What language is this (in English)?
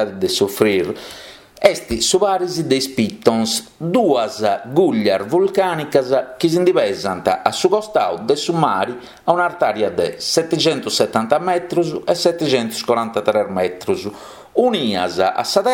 Sardinian